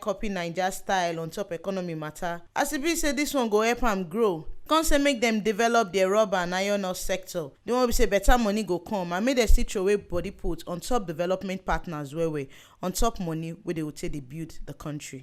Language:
Nigerian Pidgin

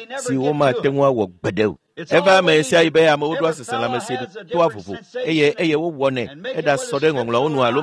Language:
Ewe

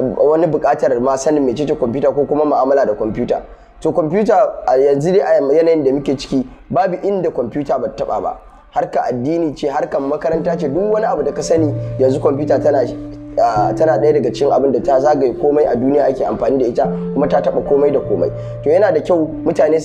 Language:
Hausa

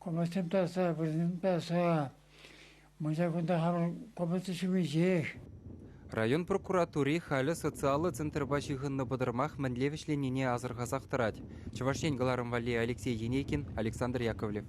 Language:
Chuvash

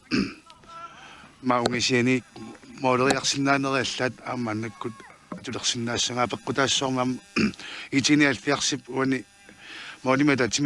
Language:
Kalaallisut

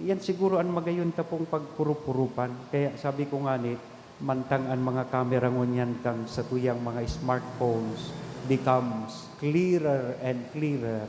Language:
Bikol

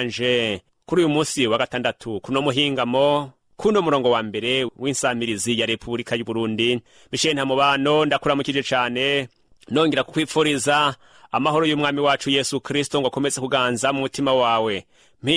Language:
Rundi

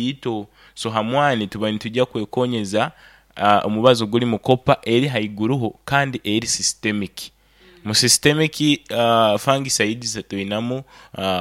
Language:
Nyoro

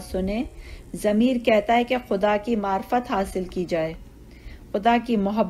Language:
Urdu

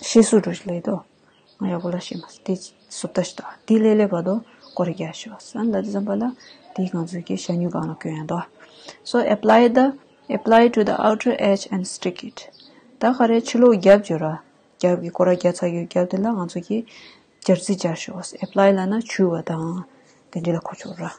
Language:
Tibetan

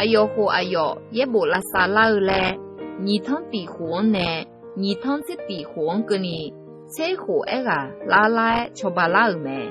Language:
Akha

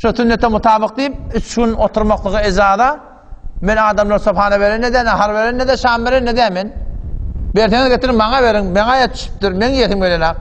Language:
Turkmen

